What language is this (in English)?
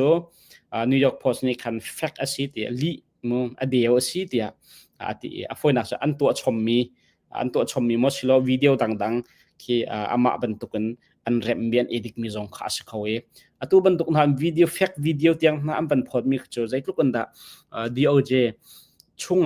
Hakha Chin